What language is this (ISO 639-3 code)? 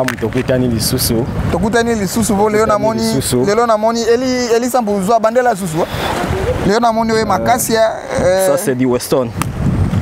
lin